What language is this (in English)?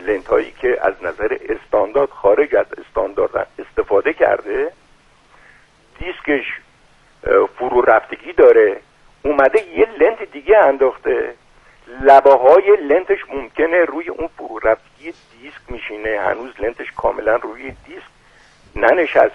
Persian